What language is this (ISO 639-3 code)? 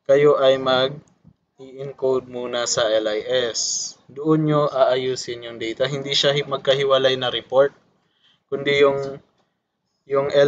fil